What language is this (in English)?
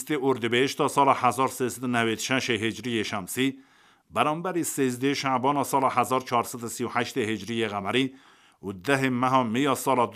Kurdish